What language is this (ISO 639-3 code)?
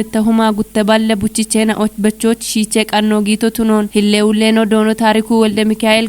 kbr